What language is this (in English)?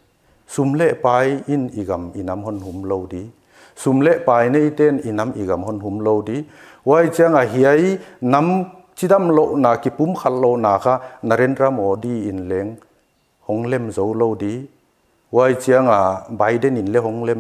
Paite Chin